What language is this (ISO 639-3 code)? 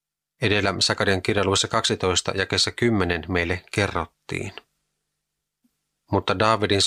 fin